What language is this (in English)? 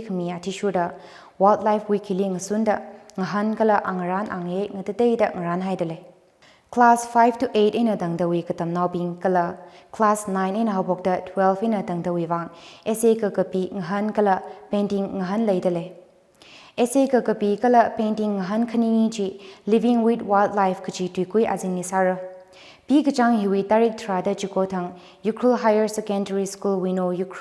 Tangkhul Naga (India)